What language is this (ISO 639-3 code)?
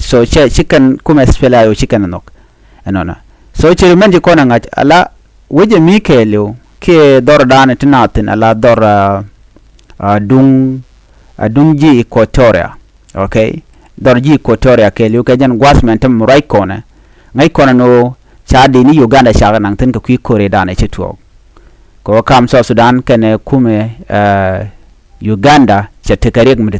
nus